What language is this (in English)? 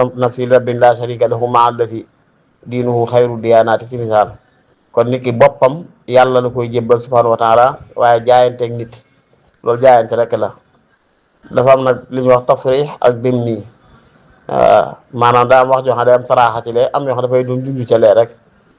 Wolof